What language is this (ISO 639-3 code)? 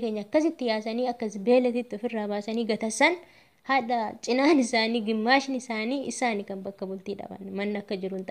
orm